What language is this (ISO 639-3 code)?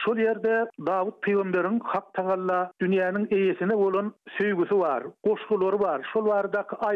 tuk